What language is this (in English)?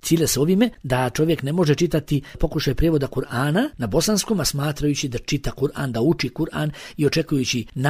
Bosnian